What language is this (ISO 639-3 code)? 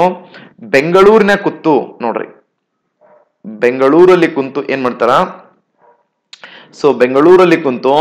kan